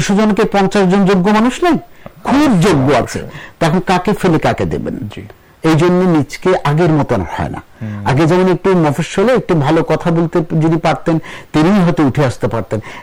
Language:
Bangla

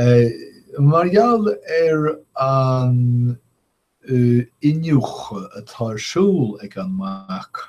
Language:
Irish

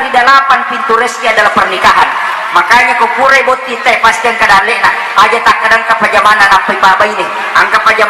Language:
Buginese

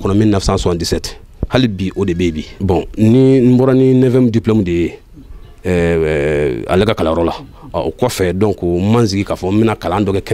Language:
Bambara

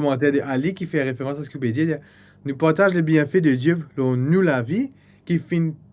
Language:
Morisyen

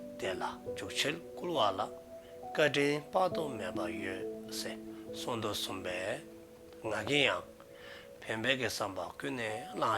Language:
Dzongkha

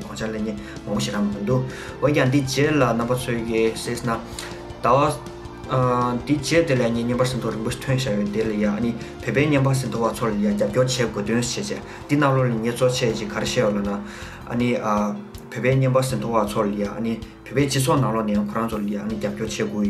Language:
Tibetan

